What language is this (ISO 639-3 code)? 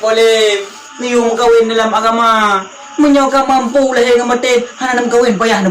ace